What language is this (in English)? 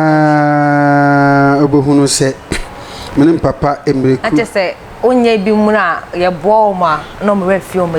Akan